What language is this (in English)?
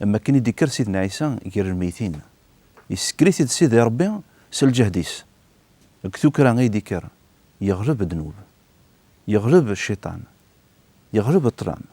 Kabyle